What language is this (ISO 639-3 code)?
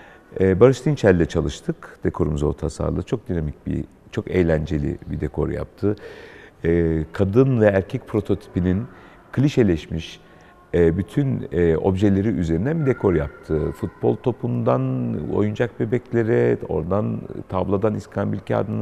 tur